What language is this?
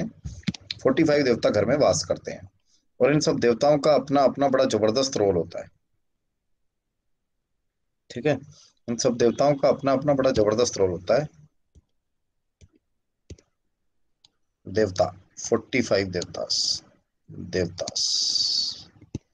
Hindi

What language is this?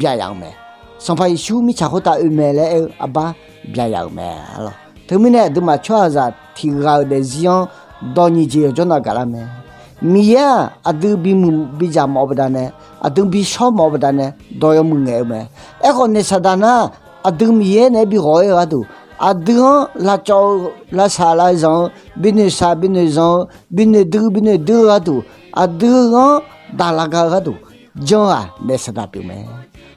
Akha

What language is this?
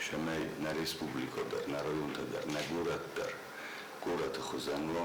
Ossetic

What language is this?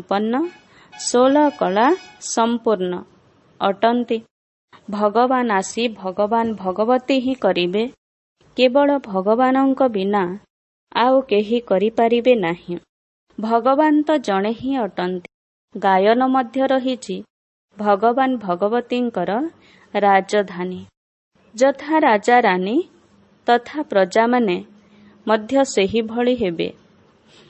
Odia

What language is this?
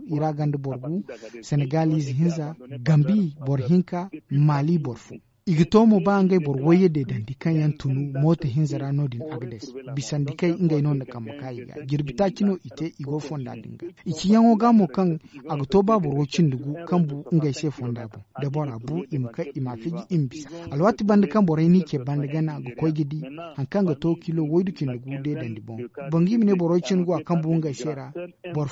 Zarma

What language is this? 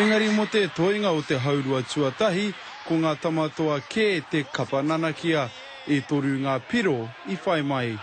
Māori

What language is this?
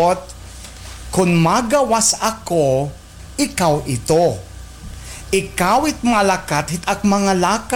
Waray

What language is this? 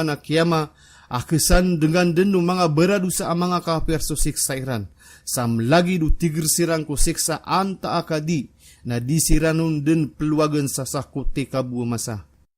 Maranao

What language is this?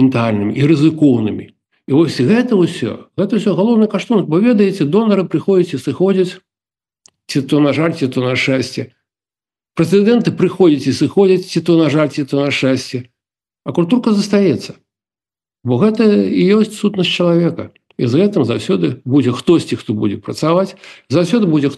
Belarusian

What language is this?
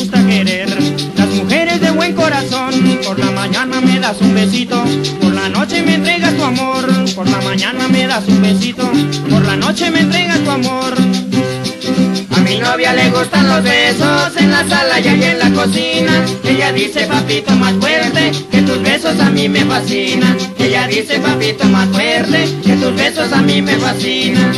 Spanish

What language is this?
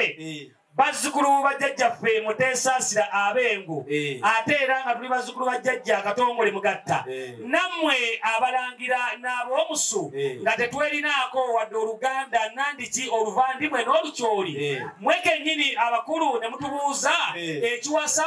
Ganda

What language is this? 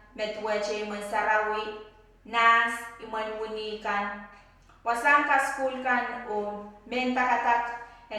Pohnpeian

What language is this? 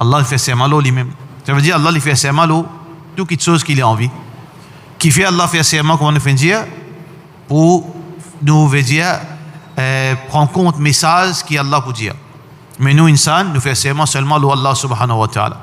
Morisyen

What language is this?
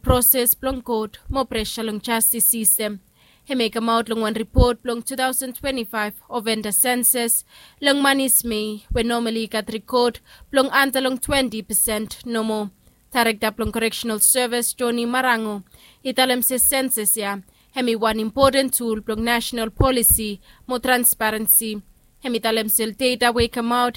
Bislama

